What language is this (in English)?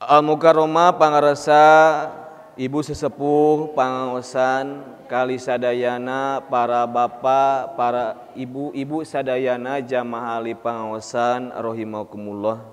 Sundanese